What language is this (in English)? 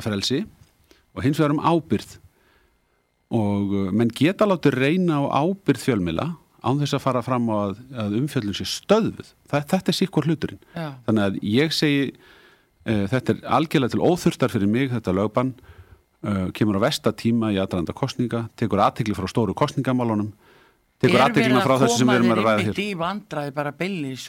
Icelandic